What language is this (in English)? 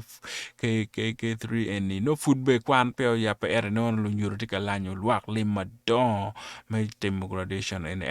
Acoli